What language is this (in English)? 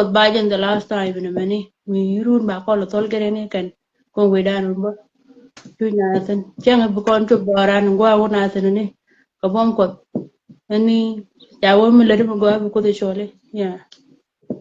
Nuer